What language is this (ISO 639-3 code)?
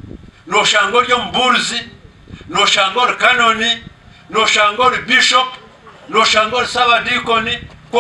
nyn